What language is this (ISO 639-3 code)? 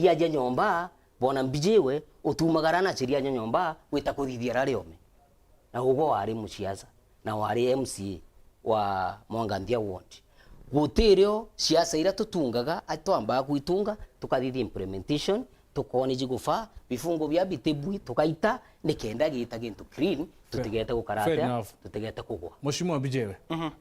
mer